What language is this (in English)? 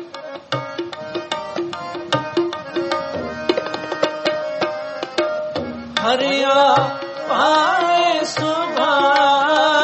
Punjabi